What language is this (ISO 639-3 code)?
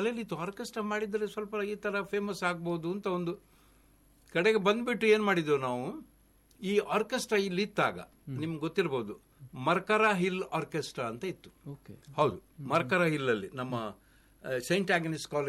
kan